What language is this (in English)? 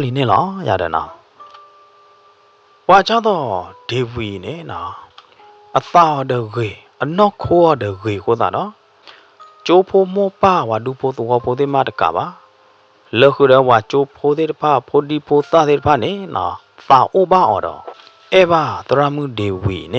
S'gaw Karen